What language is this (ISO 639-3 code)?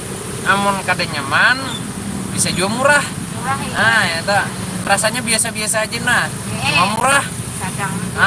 bjn